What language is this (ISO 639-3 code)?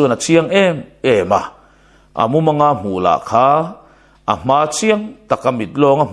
lus